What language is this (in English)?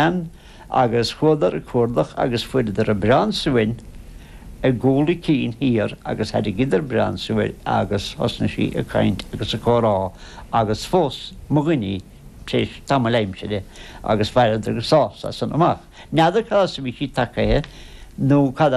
Irish